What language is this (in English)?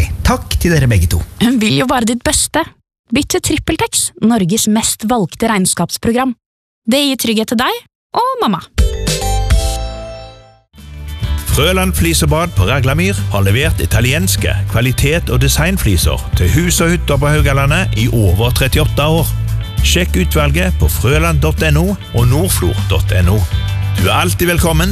Norwegian